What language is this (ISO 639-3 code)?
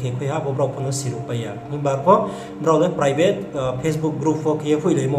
ria